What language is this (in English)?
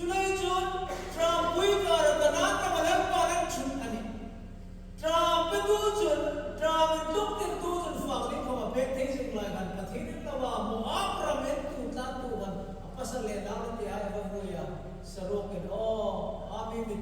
Hmar